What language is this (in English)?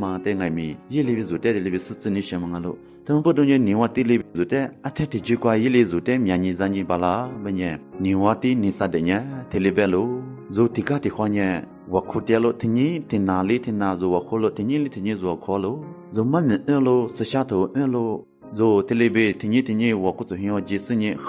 Lisu